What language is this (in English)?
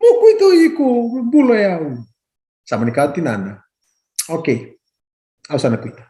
Fijian